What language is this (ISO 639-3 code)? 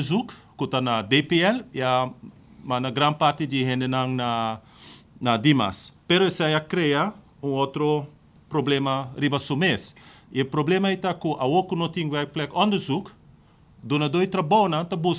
pap